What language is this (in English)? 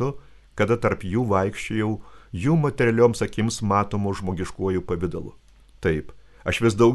Lithuanian